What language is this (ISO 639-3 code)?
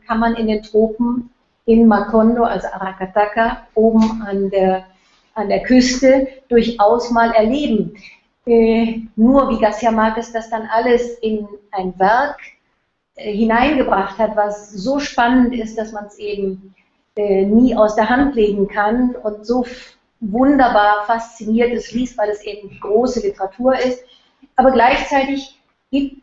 deu